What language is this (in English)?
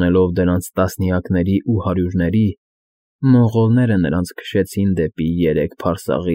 Armenian